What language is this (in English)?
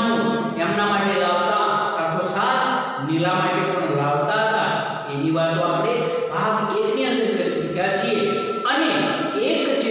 Gujarati